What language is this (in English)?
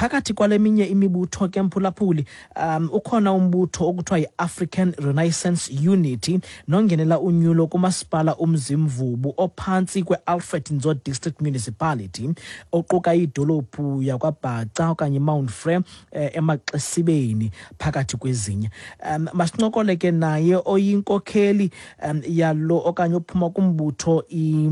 Xhosa